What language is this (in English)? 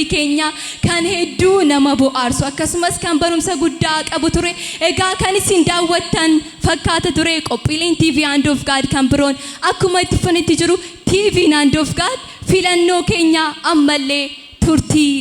Oromo